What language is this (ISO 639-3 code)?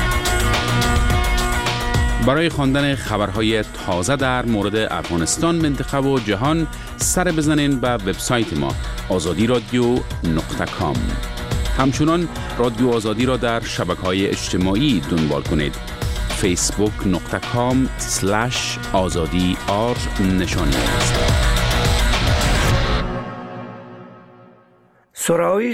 fas